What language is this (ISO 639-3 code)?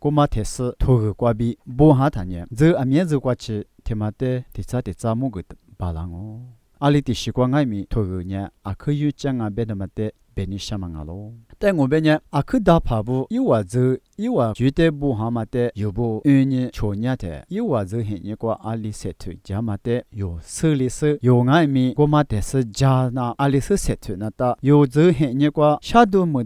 lis